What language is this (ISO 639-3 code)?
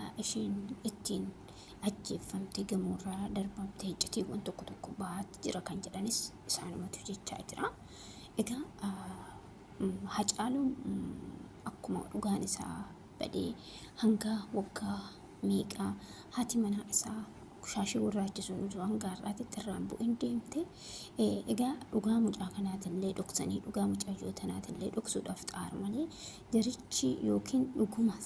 orm